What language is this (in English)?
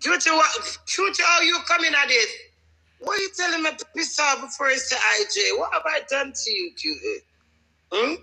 Jamaican Creole English